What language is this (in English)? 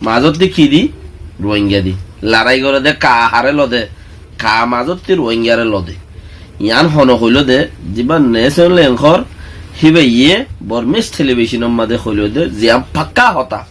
Rohingya